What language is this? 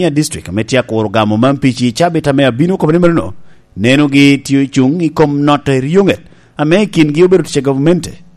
Lango (Uganda)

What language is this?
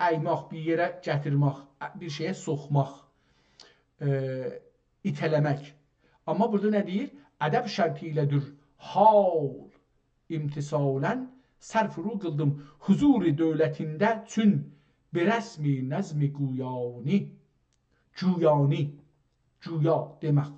South Azerbaijani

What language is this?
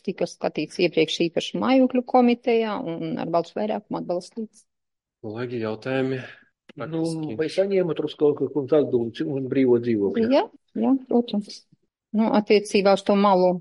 Latvian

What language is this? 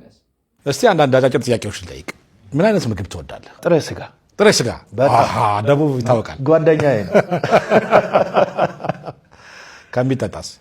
Amharic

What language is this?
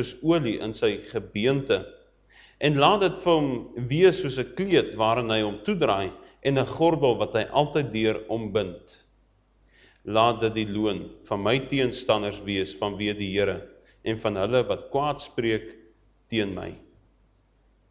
Afrikaans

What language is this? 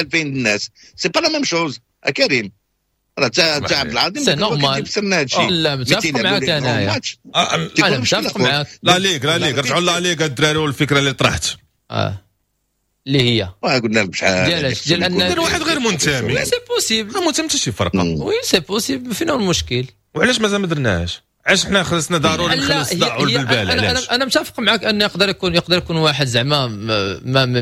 Moroccan Arabic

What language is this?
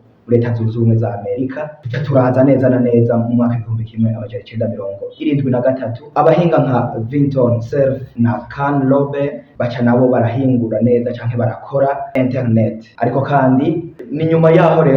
Rundi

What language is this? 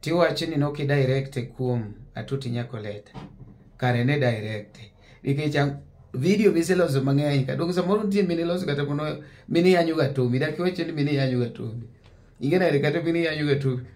Luo (Kenya and Tanzania)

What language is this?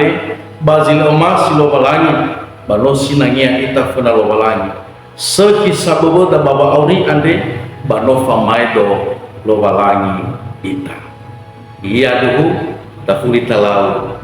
Nias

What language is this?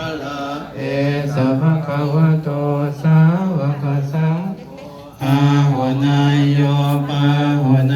Pali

